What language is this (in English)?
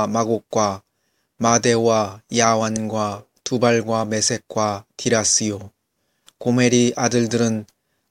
Korean